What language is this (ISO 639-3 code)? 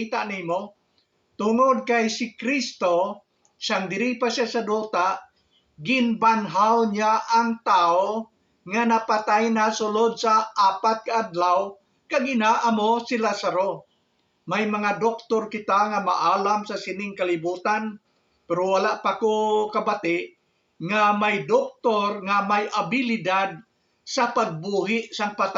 hil